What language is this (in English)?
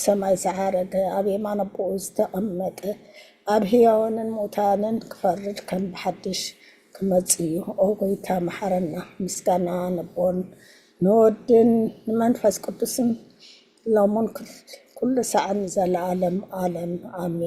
Tigrinya